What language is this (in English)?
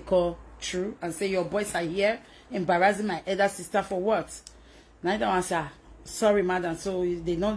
Nigerian Pidgin